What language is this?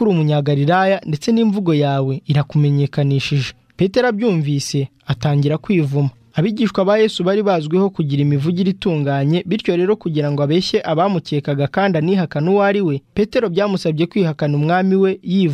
Kinyarwanda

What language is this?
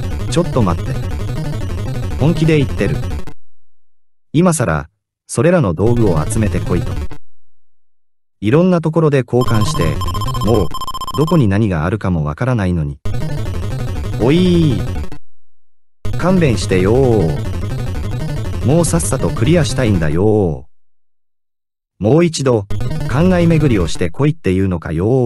Japanese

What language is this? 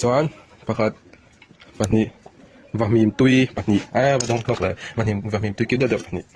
Mizo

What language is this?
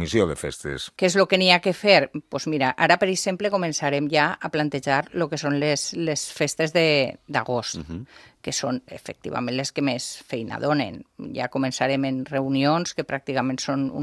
Catalan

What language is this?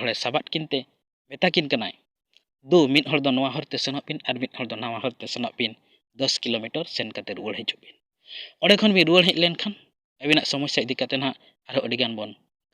Santali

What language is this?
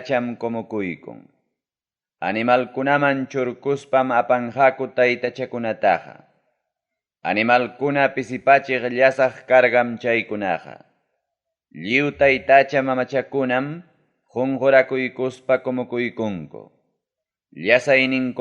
Ayacucho Quechua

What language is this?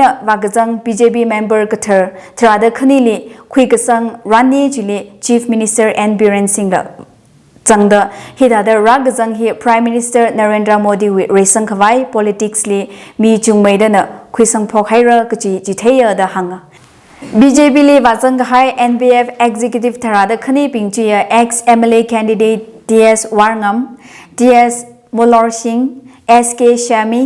Tangkhul Naga (India)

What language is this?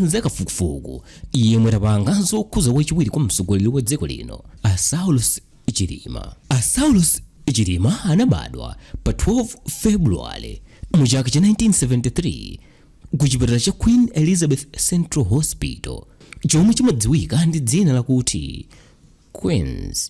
Nyanja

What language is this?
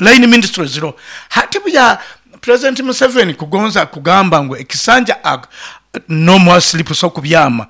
Nyoro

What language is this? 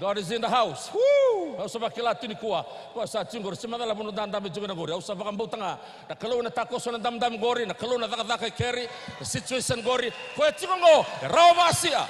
Fijian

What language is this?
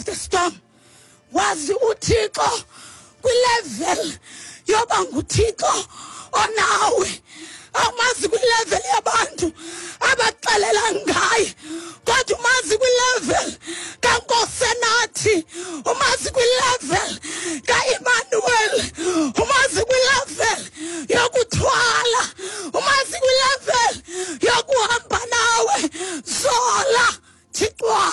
Xhosa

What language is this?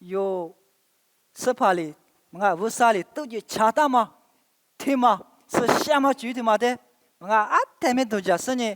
Lisu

